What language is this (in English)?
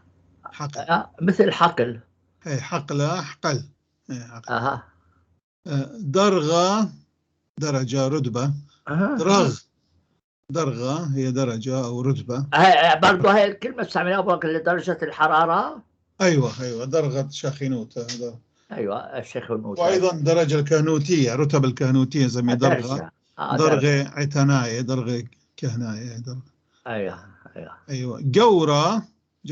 North Levantine Arabic